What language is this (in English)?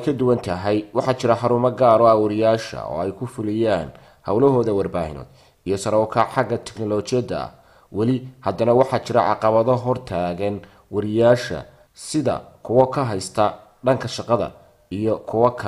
Somali